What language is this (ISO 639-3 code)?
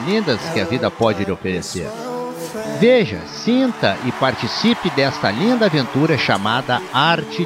por